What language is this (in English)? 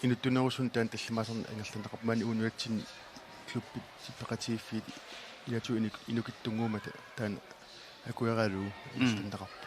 Kalaallisut